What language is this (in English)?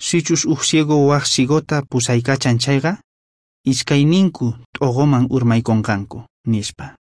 South Bolivian Quechua